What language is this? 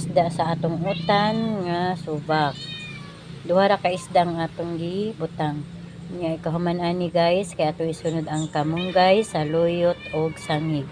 Cebuano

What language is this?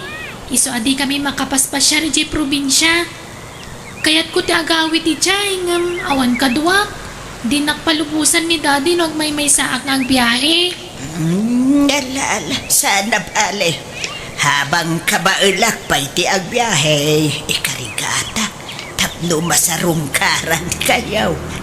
Iloko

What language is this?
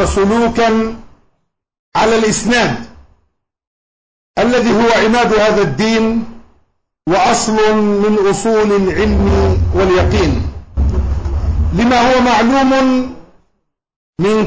Arabic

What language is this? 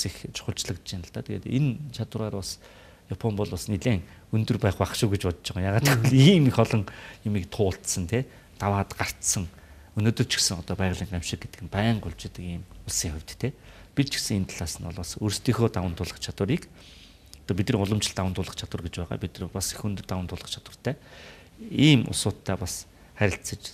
Mongolian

